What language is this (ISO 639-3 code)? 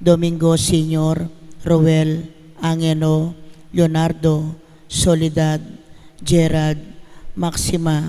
pam